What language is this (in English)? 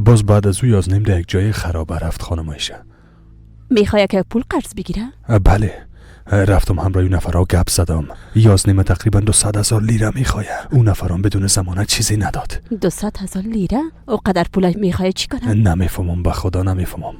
Persian